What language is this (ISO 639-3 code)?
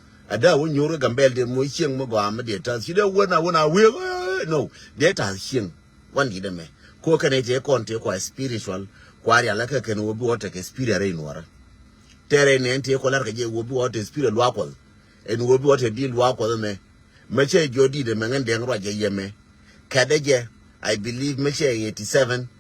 nus